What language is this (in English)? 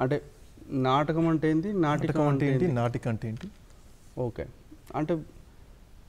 Telugu